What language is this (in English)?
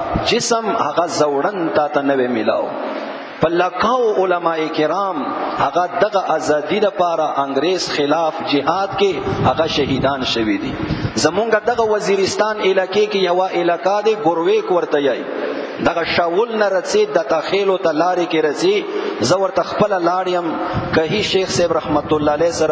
Pashto